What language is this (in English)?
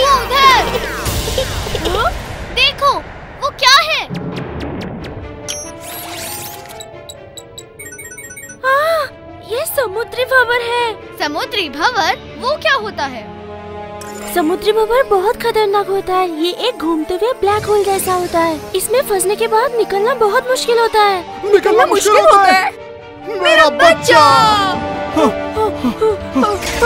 Hindi